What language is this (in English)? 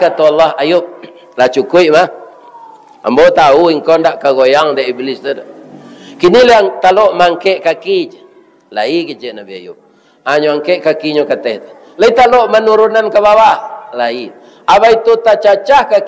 Minangkabau